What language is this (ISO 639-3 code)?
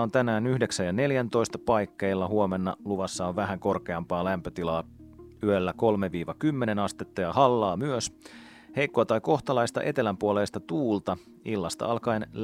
fin